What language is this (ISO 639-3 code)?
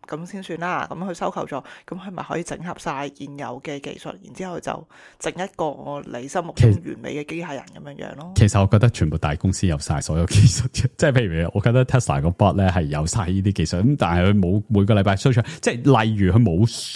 yue